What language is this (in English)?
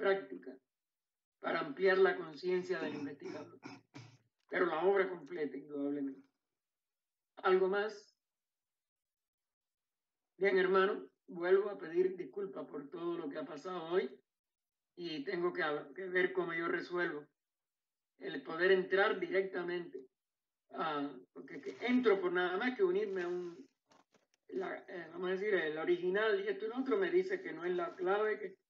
Spanish